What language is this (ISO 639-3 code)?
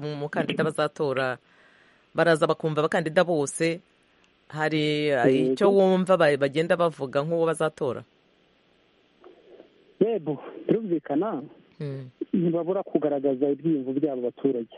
kin